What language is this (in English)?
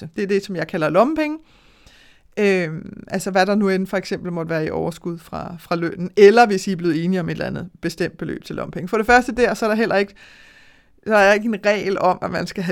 Danish